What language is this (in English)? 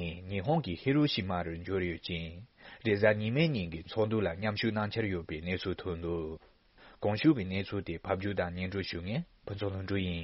Tibetan